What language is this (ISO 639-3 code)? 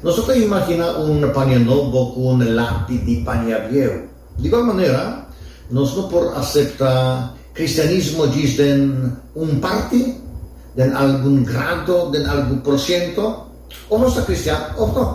pap